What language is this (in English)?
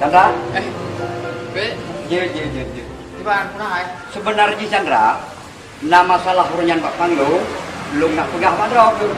Achinese